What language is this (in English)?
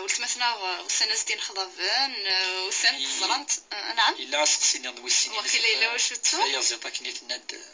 Moroccan Arabic